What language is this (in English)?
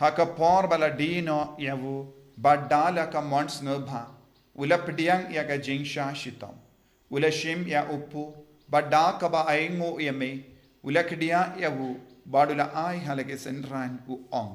Khasi